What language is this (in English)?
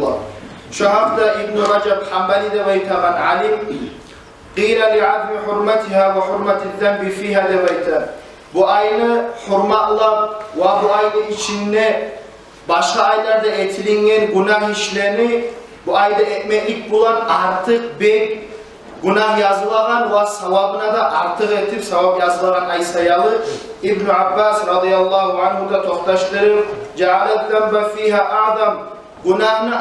Kumyk